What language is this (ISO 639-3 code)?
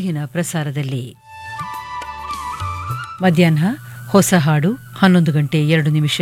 kan